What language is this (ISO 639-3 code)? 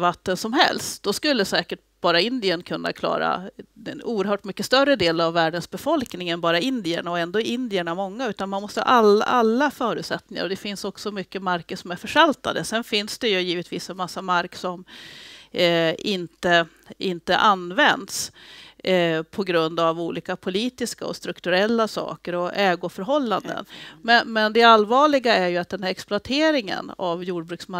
swe